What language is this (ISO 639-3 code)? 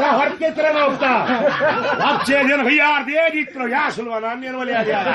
tuk